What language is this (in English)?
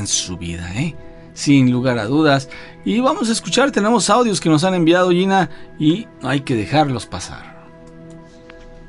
Spanish